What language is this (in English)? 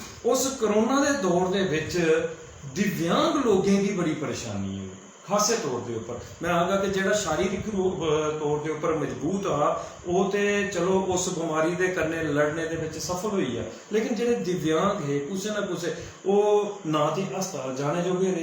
Dogri